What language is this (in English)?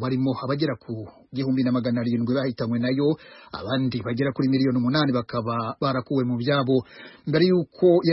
Kinyarwanda